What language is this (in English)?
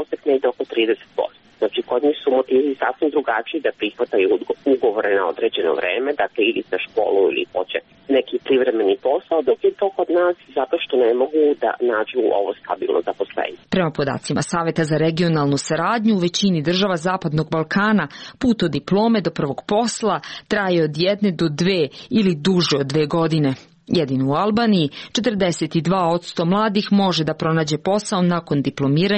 Serbian